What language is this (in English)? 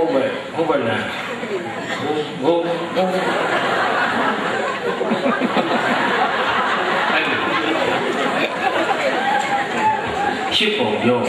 Burmese